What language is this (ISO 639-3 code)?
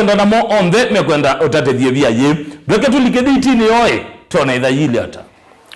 kam